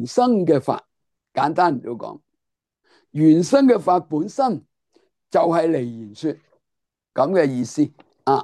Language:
Cantonese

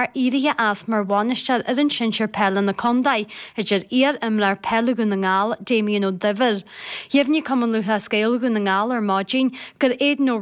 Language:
Irish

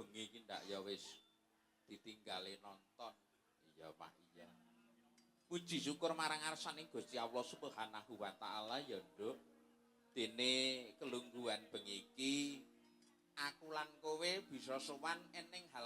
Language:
Javanese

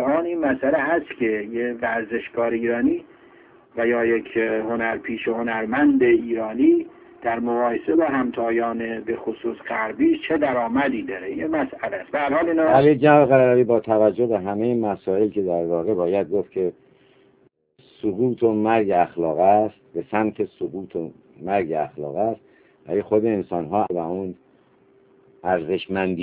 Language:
Persian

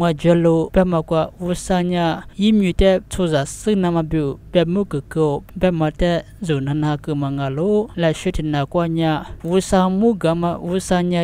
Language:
Lisu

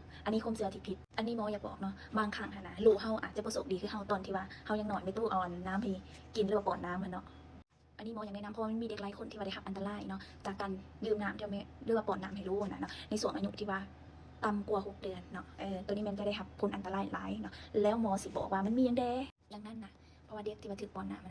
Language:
Lao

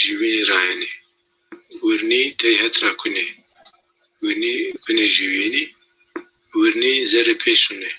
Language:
Zaza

